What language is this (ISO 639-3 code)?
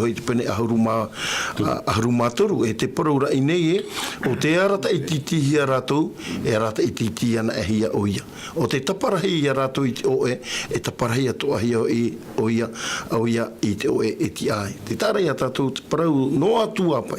tah